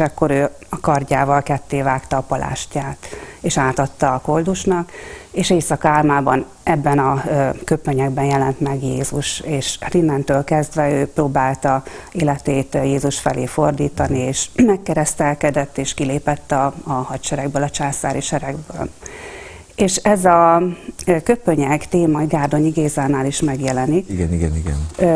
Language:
Hungarian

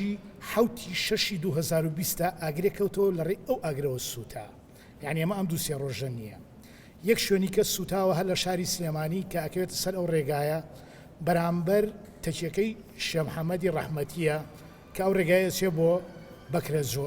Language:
Central Kurdish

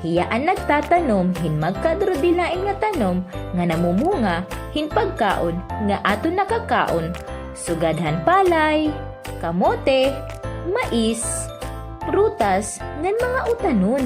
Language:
Waray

